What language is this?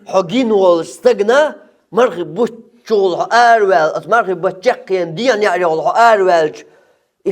Chechen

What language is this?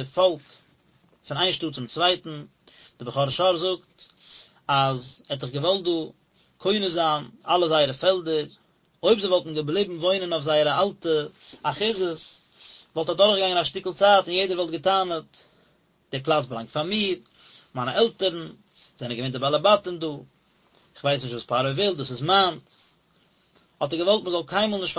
Yiddish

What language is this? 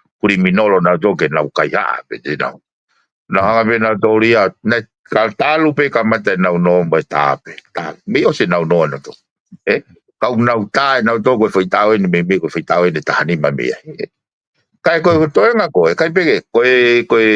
Tongan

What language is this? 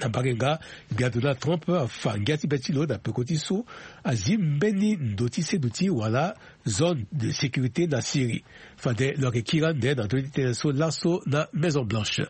Sango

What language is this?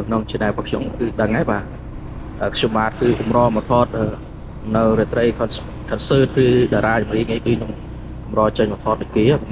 Khmer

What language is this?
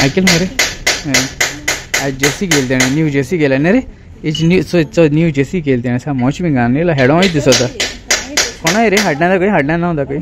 Konkani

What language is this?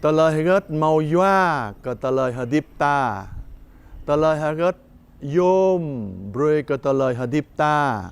Jarai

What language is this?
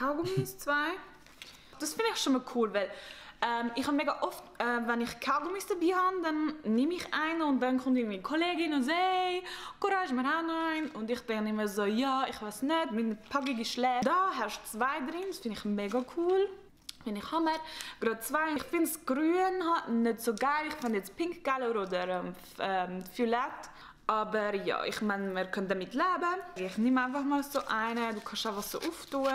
Swiss German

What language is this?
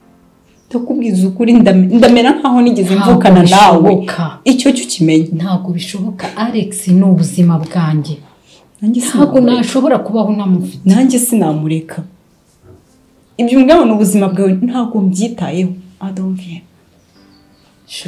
Kinyarwanda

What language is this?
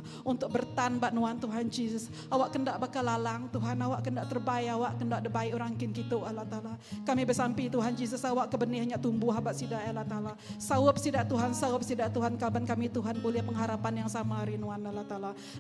Iban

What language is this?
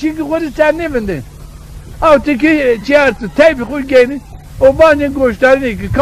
Zaza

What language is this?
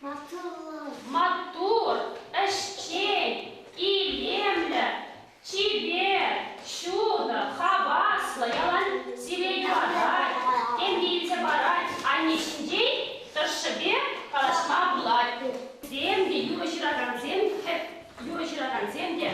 Chuvash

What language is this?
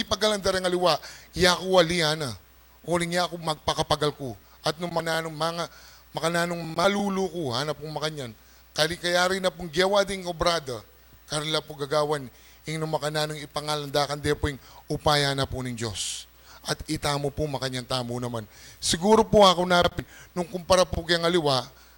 Pampanga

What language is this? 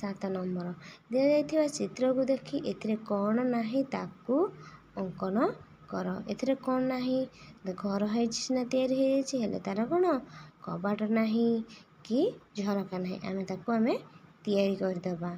Odia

